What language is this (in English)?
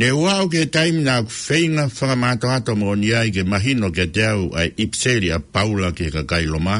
Tongan